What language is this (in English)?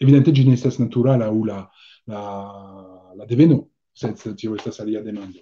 Esperanto